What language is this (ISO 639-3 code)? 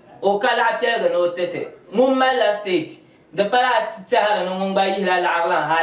dag